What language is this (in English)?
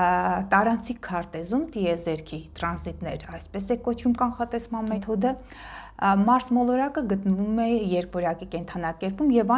Armenian